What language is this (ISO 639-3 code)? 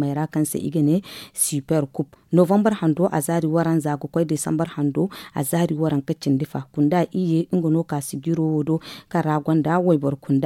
dje